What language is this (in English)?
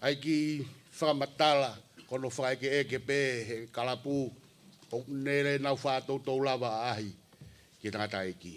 Tongan